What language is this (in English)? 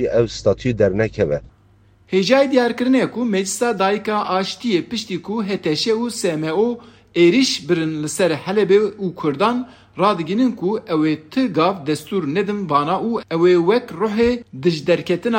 Kurdish